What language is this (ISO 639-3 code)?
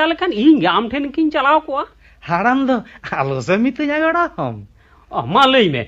sat